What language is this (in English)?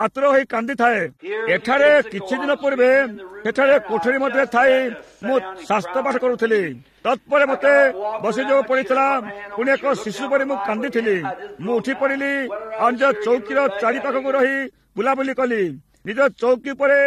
Odia